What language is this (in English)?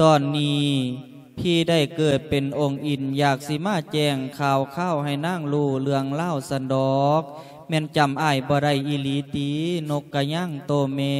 Lao